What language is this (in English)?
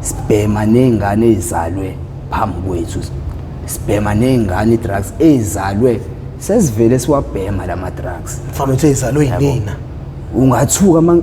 Zulu